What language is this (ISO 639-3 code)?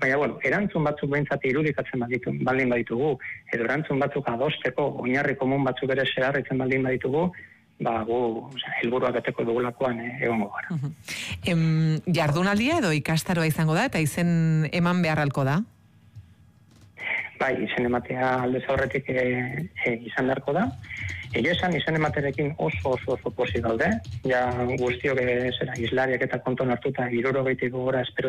eus